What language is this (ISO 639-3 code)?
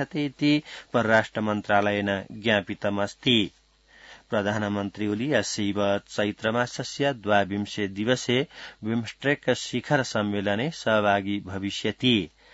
san